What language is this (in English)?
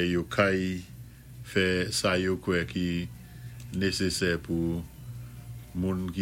Saint Lucian Creole French